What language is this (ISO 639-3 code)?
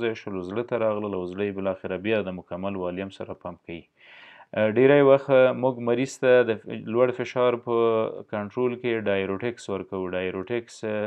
pus